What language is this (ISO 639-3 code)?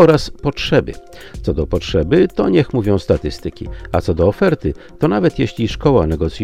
pol